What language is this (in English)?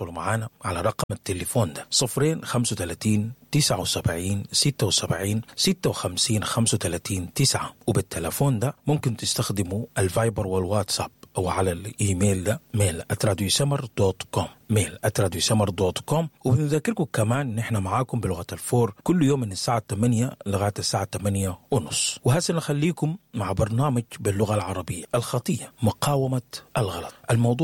Sudanese Arabic